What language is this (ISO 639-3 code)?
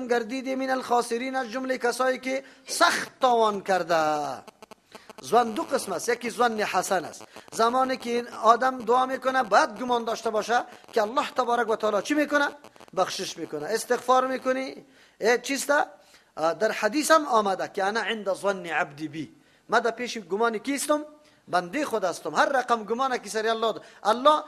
fas